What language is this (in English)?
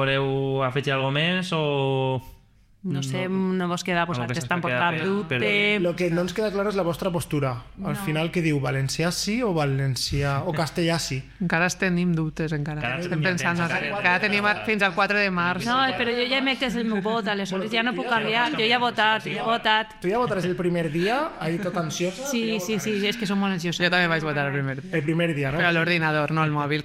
Catalan